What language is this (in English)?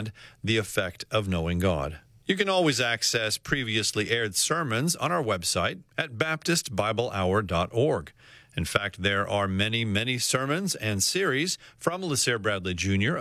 English